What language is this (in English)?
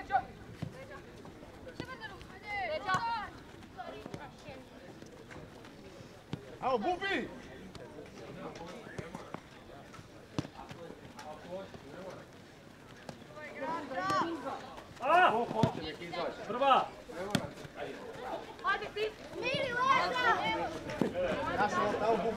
Croatian